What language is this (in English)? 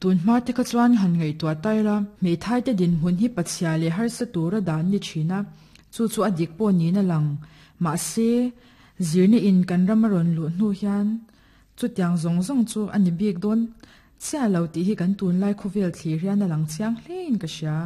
Mizo